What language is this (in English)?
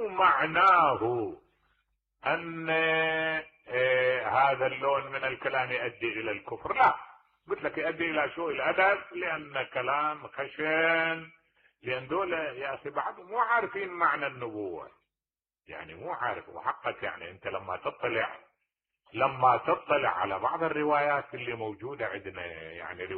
Mesopotamian Arabic